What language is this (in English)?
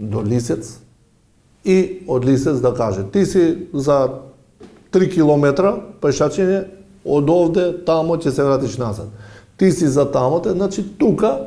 Macedonian